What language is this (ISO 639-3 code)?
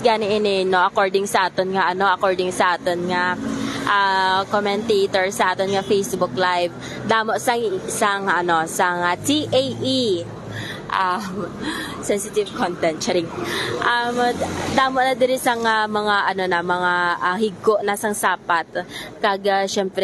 hil